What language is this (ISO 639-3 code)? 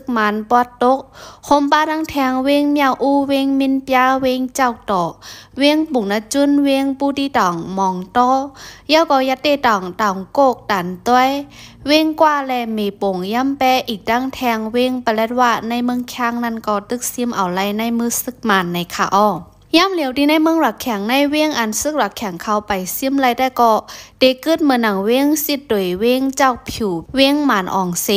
shn